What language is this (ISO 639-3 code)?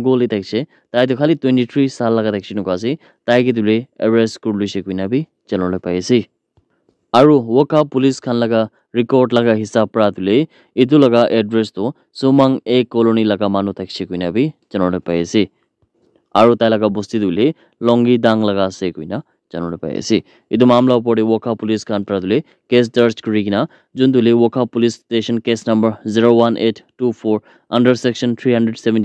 nag